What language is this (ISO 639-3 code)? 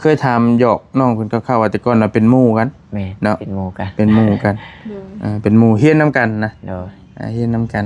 tts